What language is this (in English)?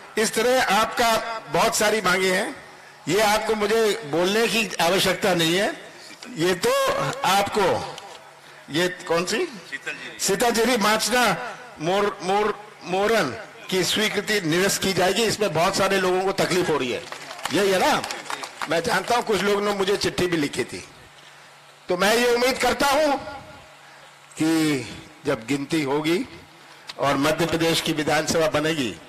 Hindi